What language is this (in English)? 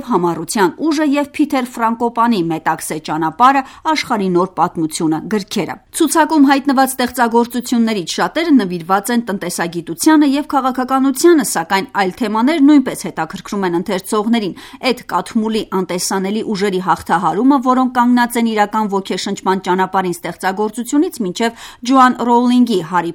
Armenian